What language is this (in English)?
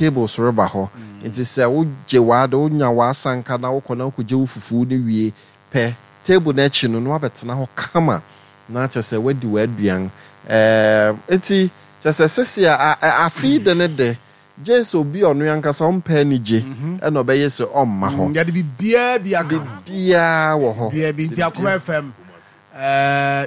Akan